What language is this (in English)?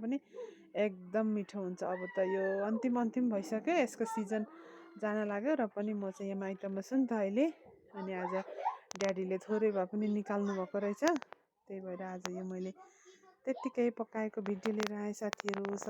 Nepali